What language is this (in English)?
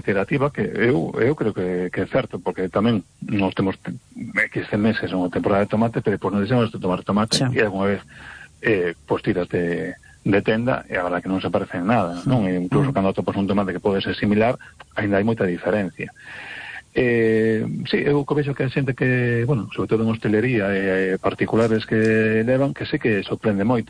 Galician